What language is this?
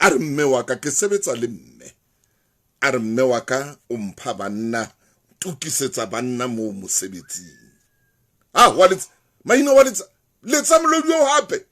Southern Sotho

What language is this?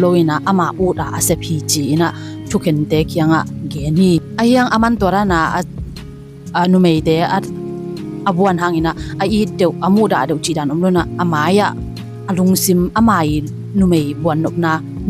Tedim Chin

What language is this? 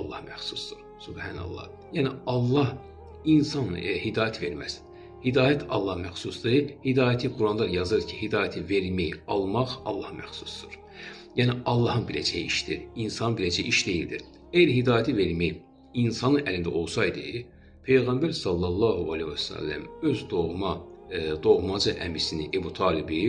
Azerbaijani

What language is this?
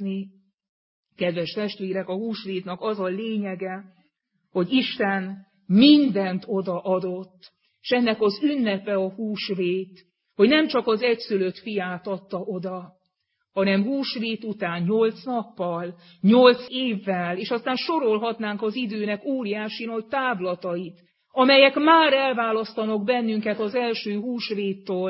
Hungarian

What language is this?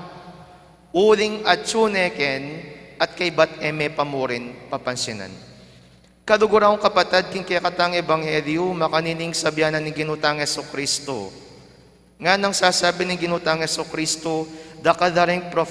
Pampanga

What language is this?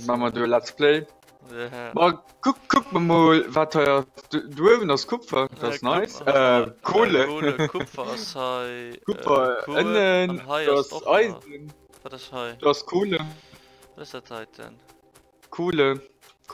Luxembourgish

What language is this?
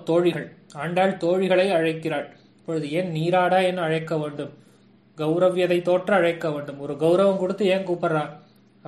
Tamil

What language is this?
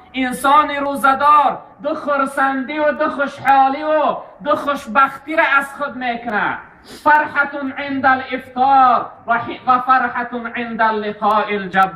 Tajik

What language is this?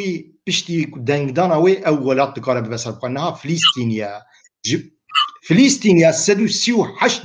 Kurdish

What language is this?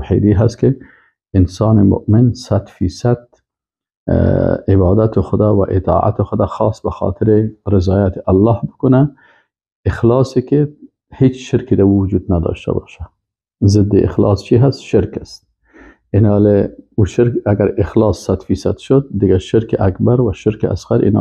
Persian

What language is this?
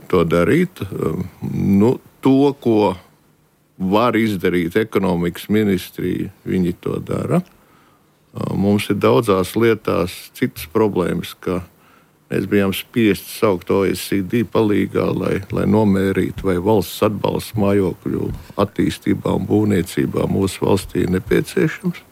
Latvian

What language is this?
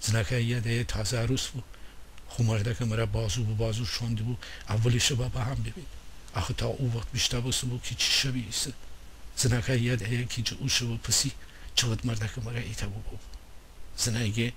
Gilaki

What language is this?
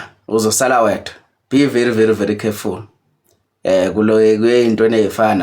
Zulu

